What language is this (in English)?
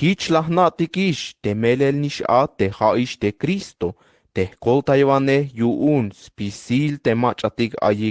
Tzeltal